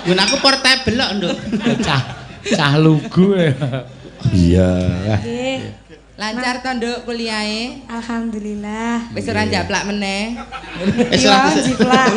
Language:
Javanese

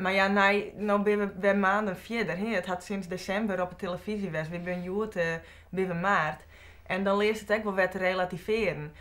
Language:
Western Frisian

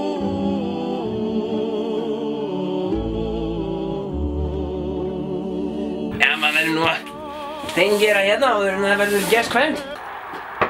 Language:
Icelandic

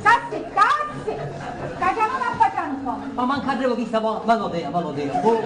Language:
Sicilian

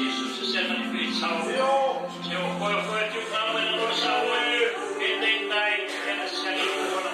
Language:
Fijian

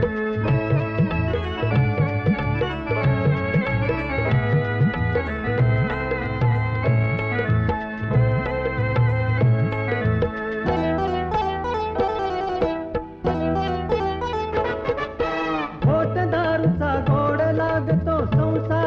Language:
Marathi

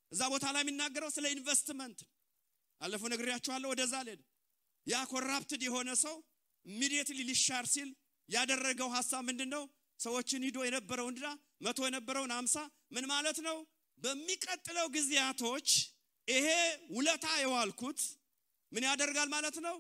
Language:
Amharic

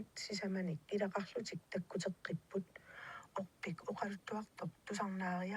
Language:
Kalaallisut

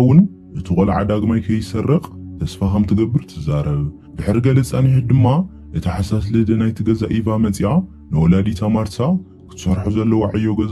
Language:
Tigrinya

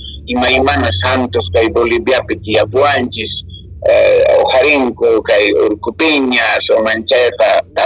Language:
Quechua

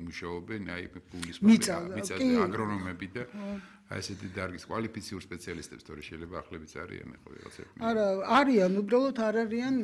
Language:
Georgian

